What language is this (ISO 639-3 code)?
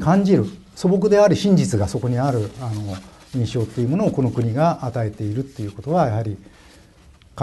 jpn